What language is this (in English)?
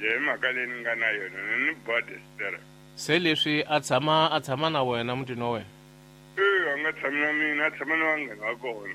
Tsonga